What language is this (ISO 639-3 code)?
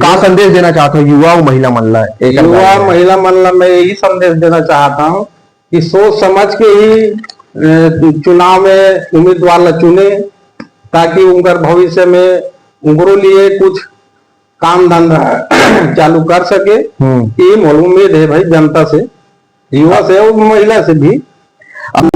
hne